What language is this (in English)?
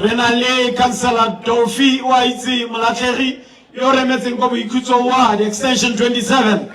Tswana